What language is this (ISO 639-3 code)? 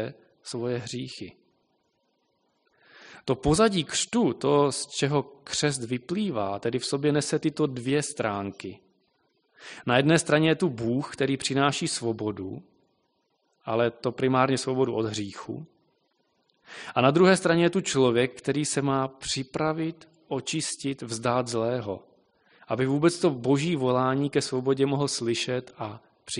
ces